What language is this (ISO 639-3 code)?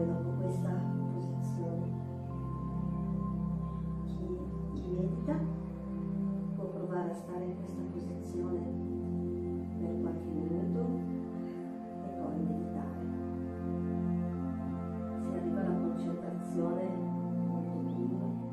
ita